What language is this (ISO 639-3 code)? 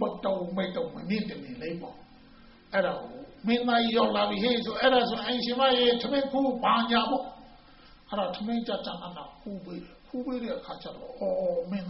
mya